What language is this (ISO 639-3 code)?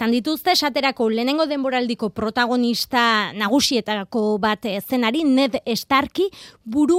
eus